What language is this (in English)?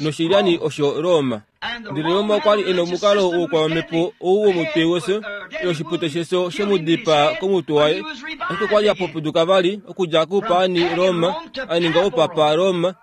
Kuanyama